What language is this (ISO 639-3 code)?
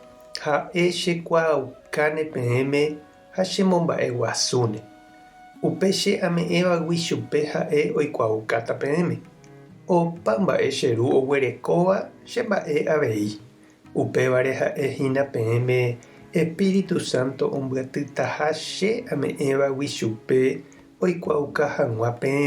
grn